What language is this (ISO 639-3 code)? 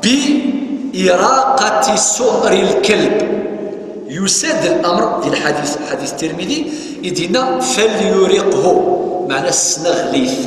kab